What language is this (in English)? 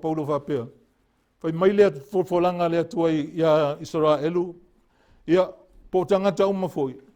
Samoan